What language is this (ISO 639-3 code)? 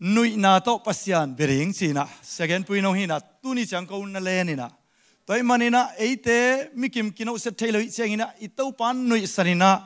ctd